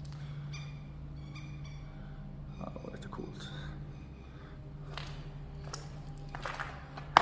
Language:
Swedish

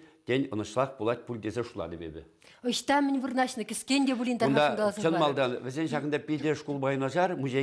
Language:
Chuvash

